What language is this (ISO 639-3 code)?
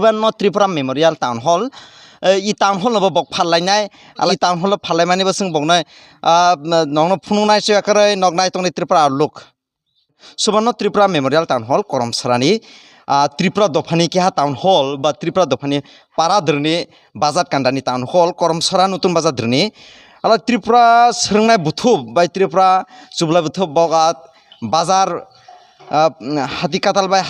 trp